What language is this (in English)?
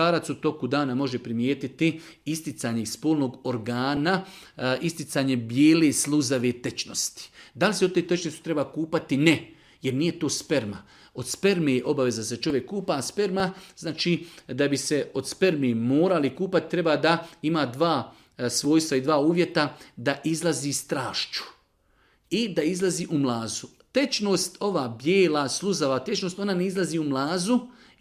Bosnian